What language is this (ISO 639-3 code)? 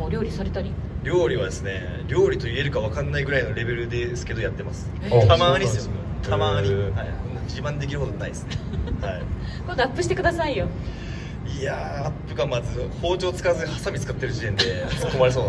jpn